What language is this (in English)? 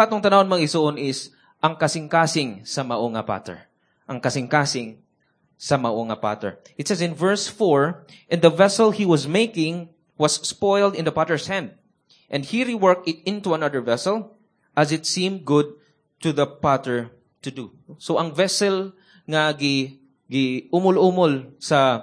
Cebuano